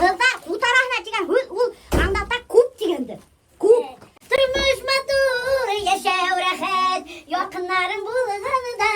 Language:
Bashkir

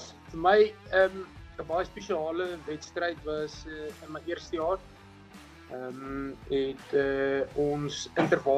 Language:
Afrikaans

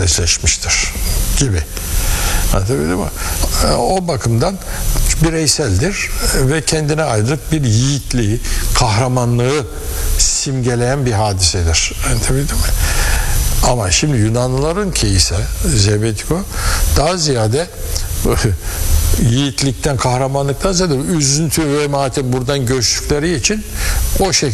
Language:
Turkish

